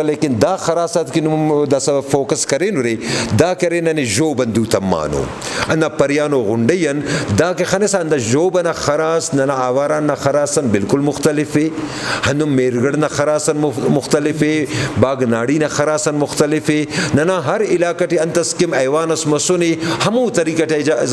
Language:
Brahui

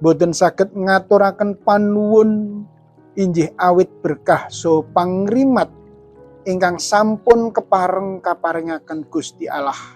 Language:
Javanese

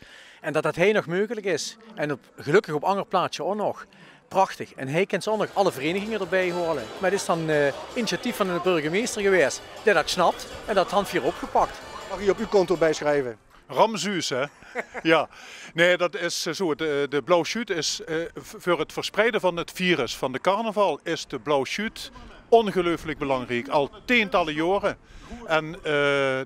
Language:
Limburgish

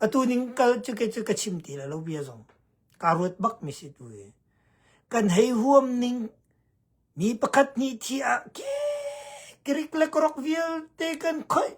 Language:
Hakha Chin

